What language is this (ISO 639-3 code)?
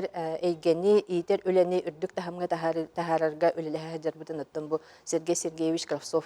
sah